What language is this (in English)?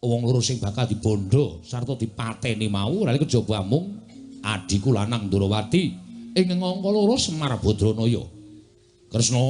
Javanese